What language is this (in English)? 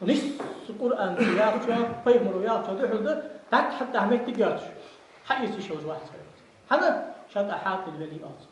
Ingush